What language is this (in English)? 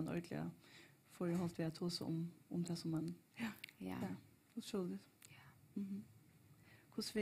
Faroese